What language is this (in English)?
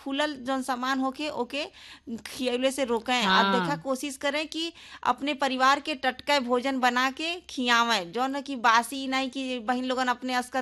Bhojpuri